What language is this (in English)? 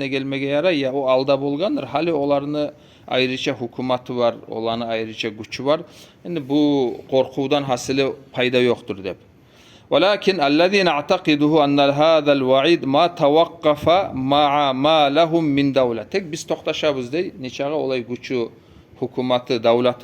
Kumyk